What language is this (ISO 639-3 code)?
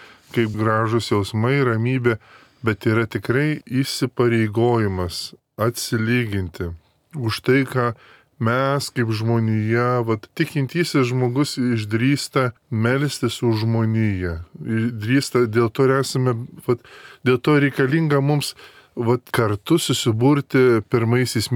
lit